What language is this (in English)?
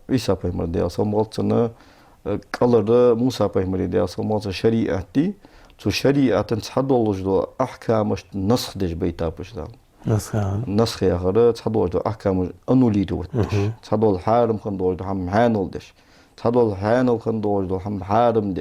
Ingush